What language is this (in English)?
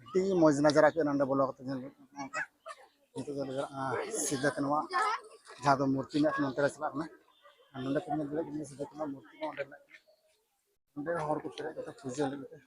Santali